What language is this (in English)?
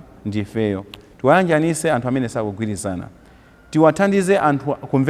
Nyanja